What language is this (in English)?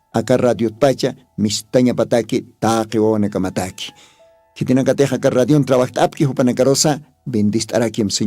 Aymara